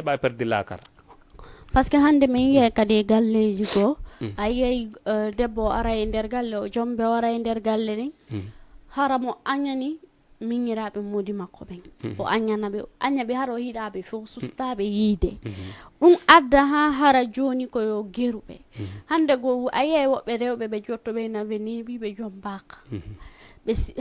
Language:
Fula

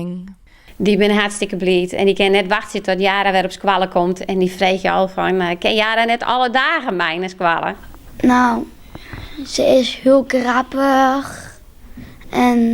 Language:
Western Frisian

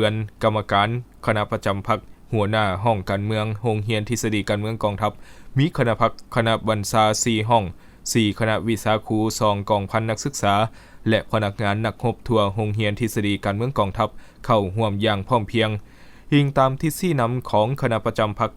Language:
Lao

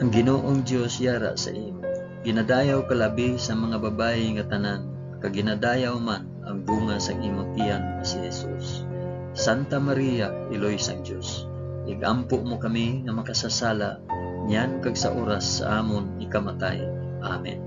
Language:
Hiligaynon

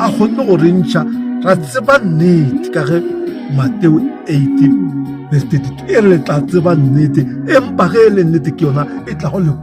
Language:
Northern Sotho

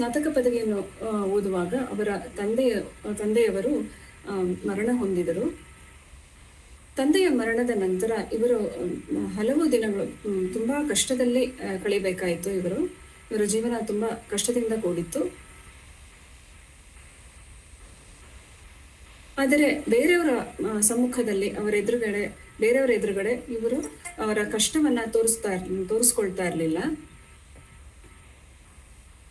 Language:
Kannada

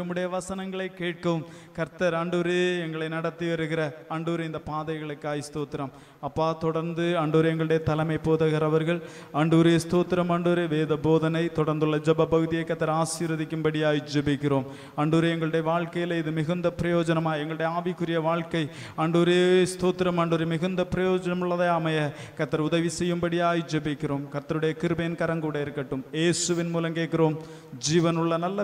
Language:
Tamil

